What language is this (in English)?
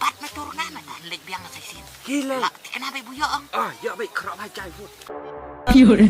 Khasi